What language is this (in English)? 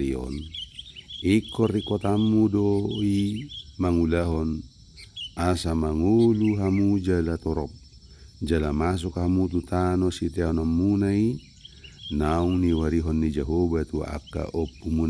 Batak Toba